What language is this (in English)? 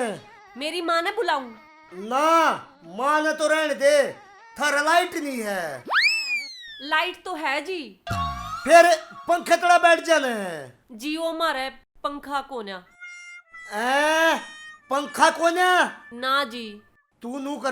Haryanvi